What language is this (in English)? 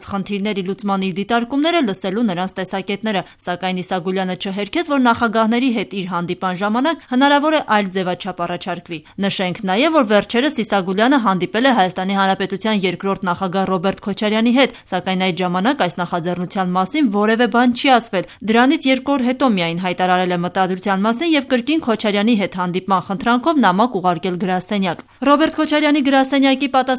Armenian